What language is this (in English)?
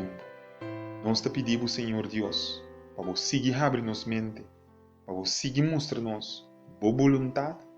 Papiamento